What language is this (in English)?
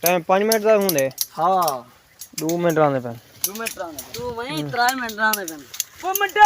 Saraiki